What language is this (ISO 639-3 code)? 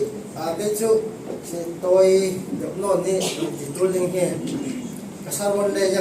cfm